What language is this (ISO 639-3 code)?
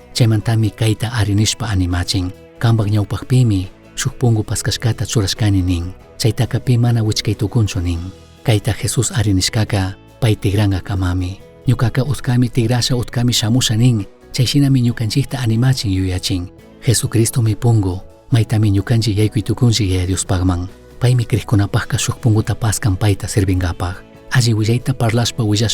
qug